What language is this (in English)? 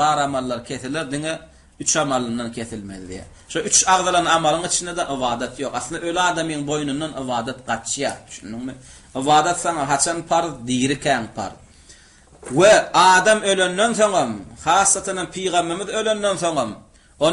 Turkmen